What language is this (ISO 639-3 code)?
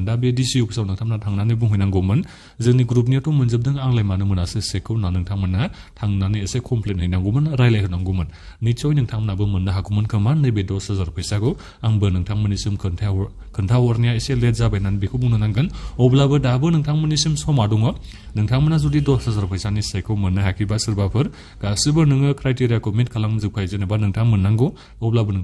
brx